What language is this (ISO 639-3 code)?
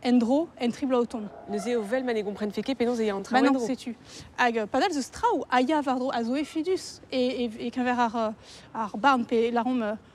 bre